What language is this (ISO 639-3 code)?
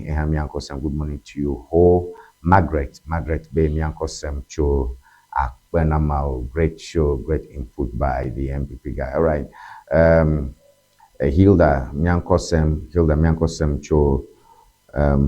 ewe